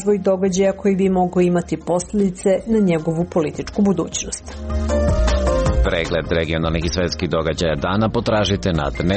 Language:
Serbian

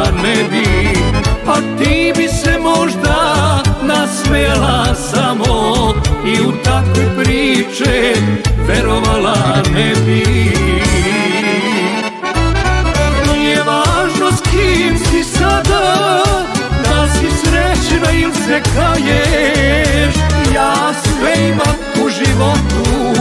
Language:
Croatian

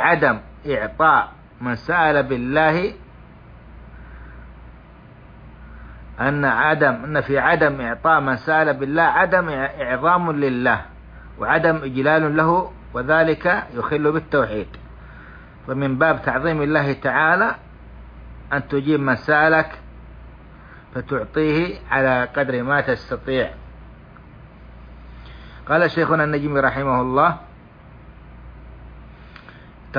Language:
Arabic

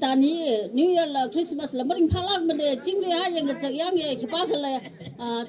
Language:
Tangkhul Naga (India)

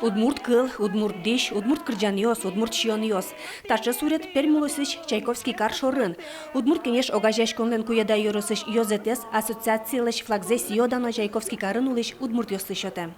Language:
Udmurt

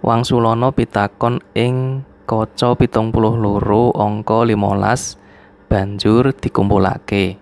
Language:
Javanese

